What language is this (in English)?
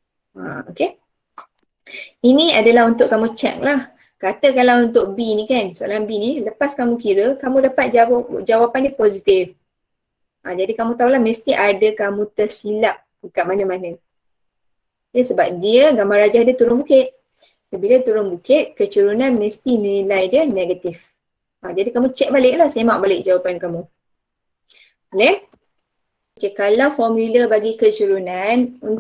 Malay